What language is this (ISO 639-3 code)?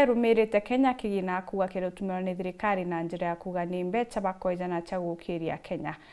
mer